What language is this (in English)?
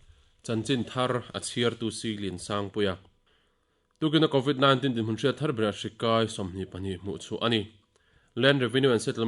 Mizo